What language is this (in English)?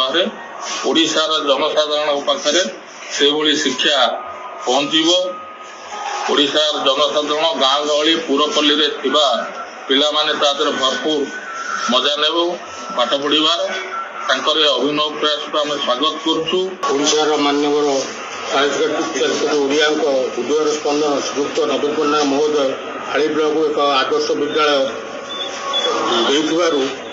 Odia